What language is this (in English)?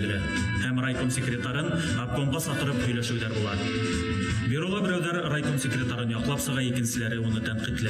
Bashkir